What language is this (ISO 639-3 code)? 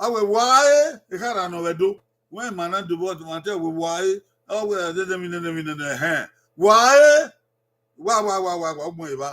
bin